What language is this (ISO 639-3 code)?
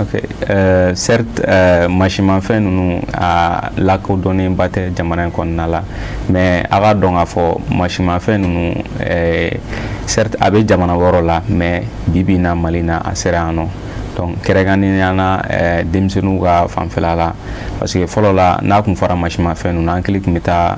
bam